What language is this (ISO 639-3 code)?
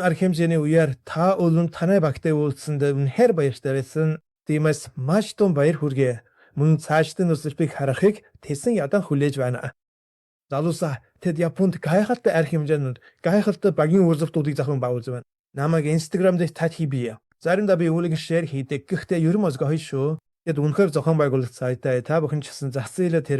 mon